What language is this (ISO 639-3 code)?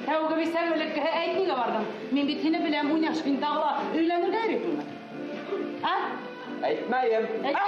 bak